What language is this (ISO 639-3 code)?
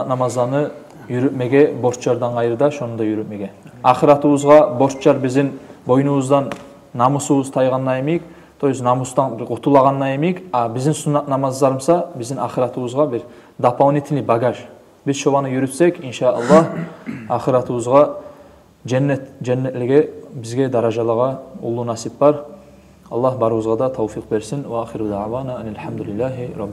kum